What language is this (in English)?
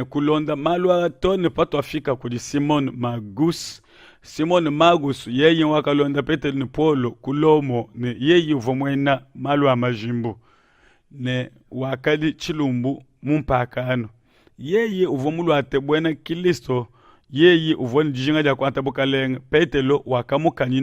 Luba-Lulua